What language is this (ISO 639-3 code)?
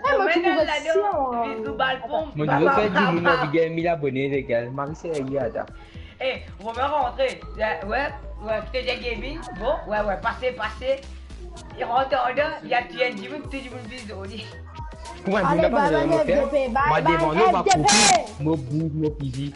mfe